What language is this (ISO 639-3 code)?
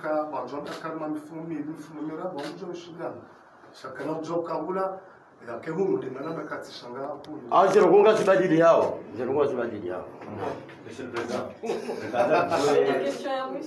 zdj